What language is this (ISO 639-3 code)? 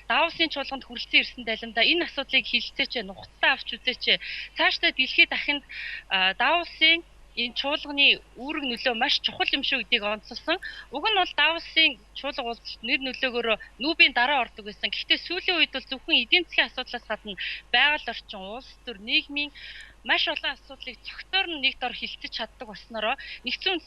mon